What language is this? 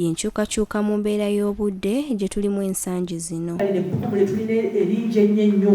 Ganda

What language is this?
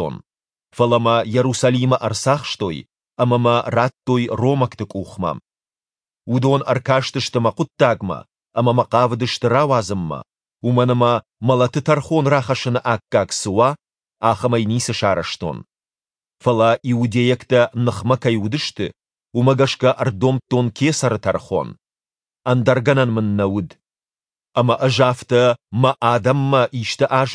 Ossetic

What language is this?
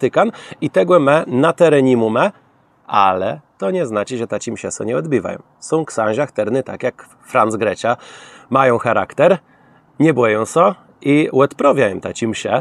Kashubian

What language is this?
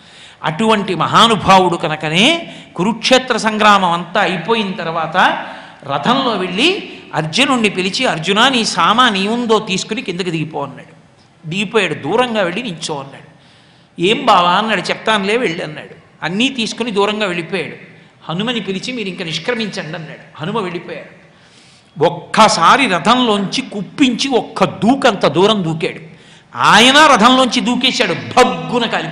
Telugu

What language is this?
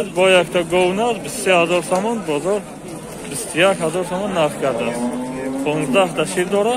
Tajik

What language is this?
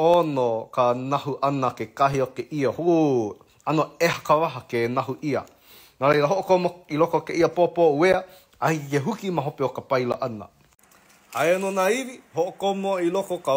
Hawaiian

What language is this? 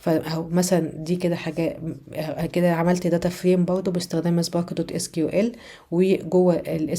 Egyptian Arabic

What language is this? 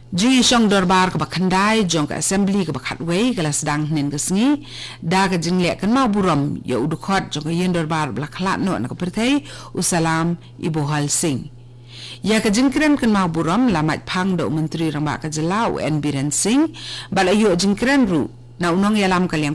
Khasi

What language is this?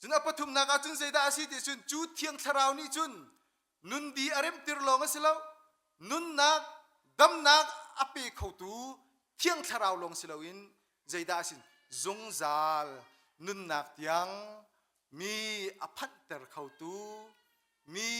Hakha Chin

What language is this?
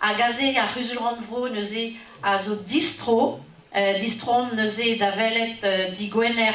Breton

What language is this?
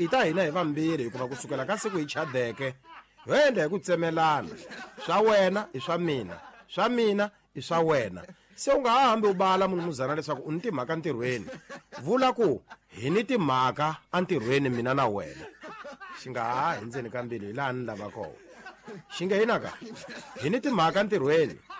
Tsonga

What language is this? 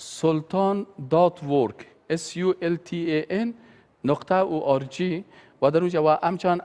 Persian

